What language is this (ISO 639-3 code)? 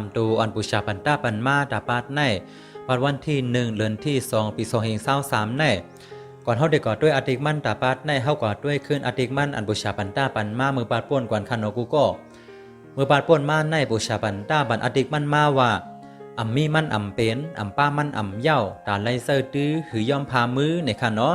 shn